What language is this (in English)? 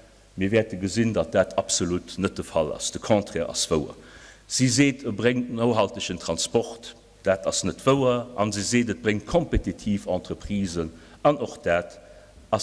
Luxembourgish